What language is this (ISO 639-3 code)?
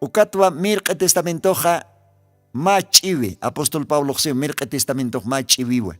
aym